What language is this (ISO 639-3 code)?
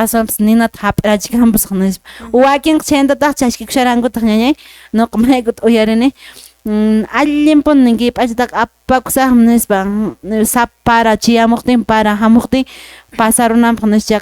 que